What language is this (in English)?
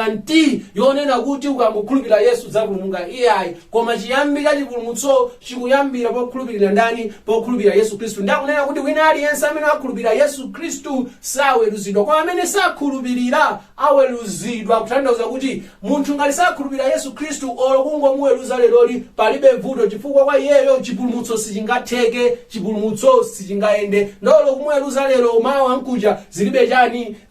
Nyanja